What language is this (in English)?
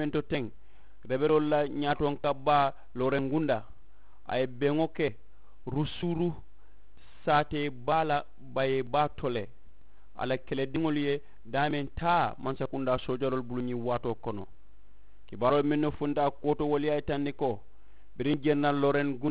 Mandingo